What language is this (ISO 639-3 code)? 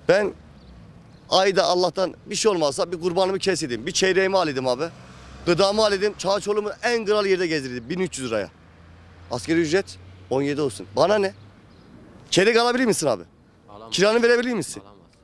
tur